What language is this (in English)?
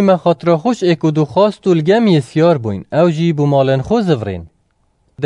Kurdish